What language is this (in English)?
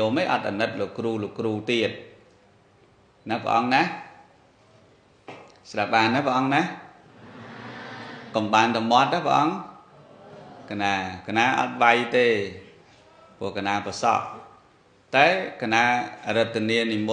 Khmer